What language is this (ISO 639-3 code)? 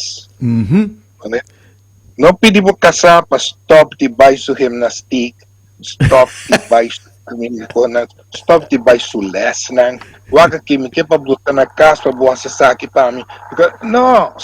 pap